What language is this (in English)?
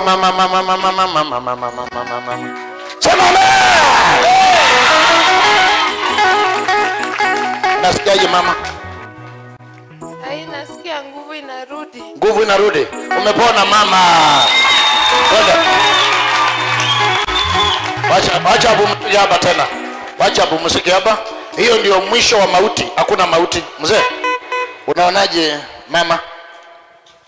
Swahili